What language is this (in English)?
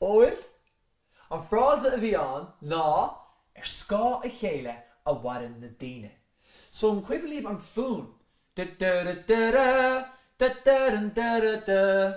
Irish